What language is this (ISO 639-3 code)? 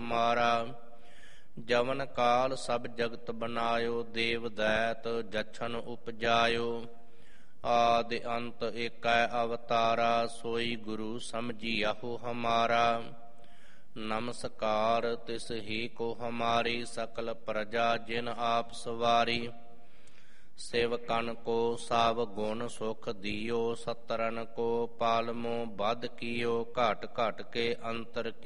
pan